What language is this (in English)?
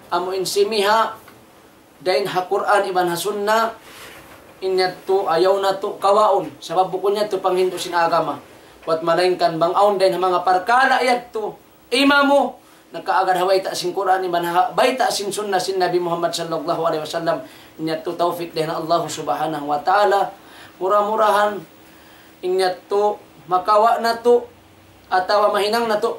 Tausug